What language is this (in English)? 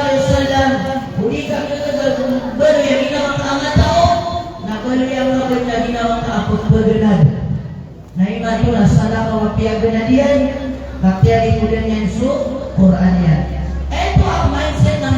Maranao